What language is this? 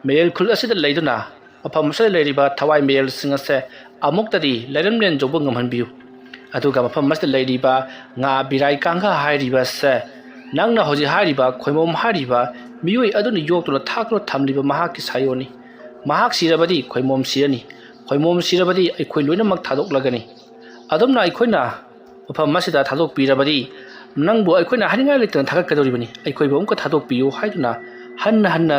Manipuri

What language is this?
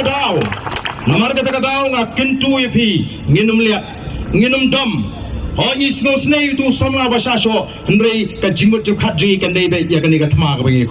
Khasi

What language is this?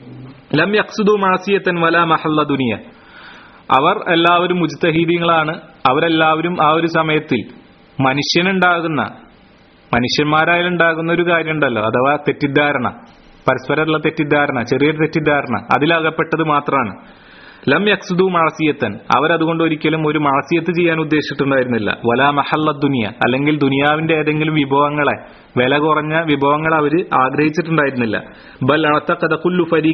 Malayalam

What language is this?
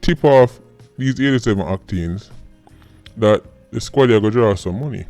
Jamaican Creole English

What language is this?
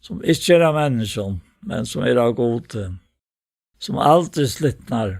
Faroese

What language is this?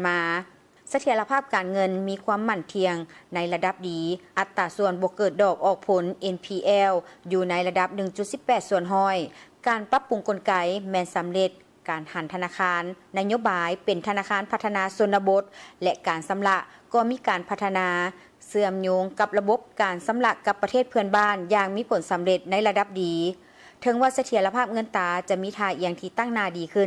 Lao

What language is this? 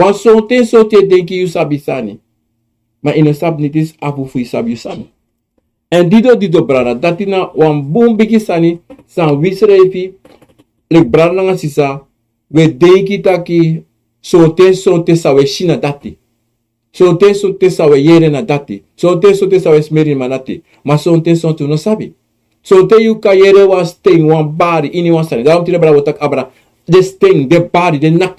Sranan Tongo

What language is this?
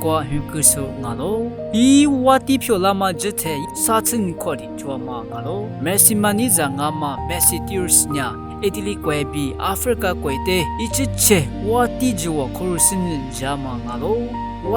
Lisu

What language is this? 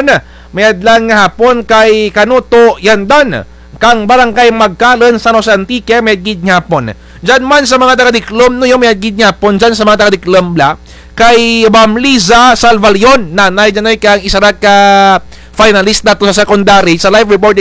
Kinaray-a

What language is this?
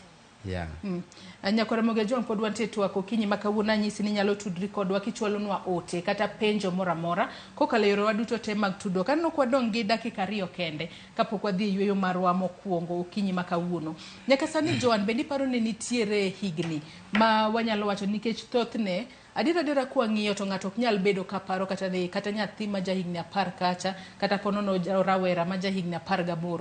Luo (Kenya and Tanzania)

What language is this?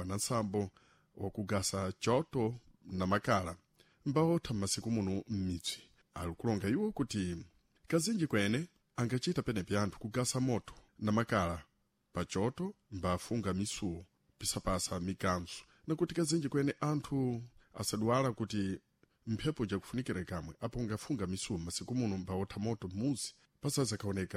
Sena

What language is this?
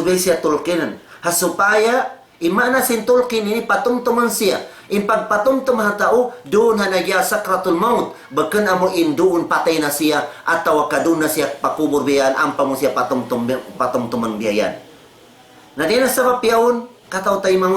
Tausug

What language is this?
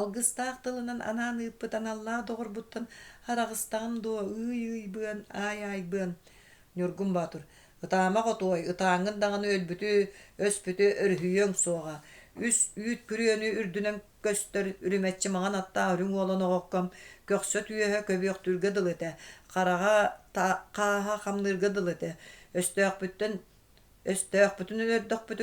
Yakut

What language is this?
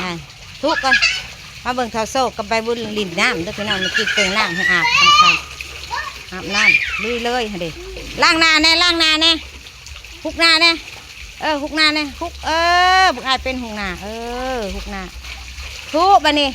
Northeastern Thai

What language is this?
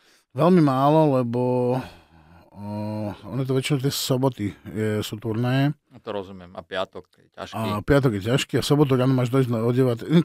Slovak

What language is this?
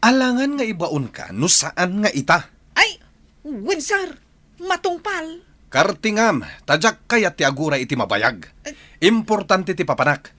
Iloko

